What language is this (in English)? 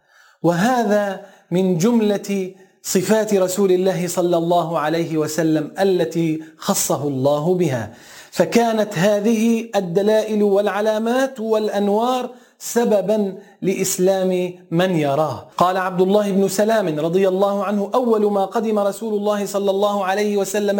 Arabic